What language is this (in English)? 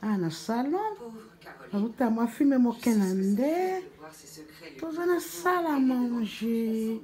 Lingala